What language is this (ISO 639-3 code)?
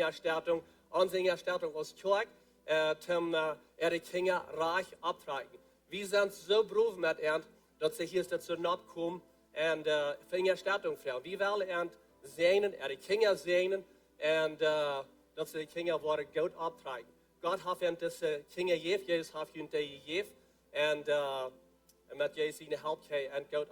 pdt